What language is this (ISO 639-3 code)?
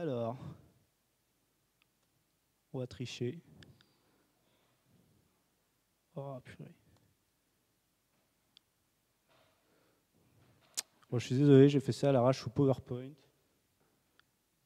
fra